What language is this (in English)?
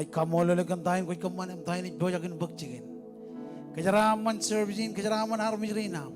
Marshallese